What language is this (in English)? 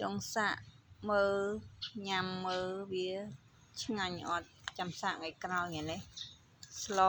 Khmer